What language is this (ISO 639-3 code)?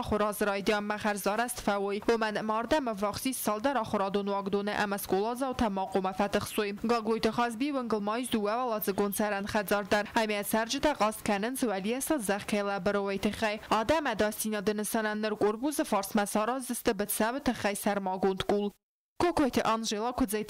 oss